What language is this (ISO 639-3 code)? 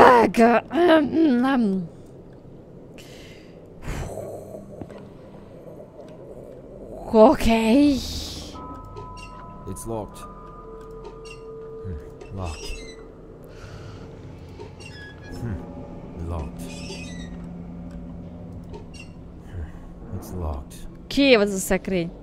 hun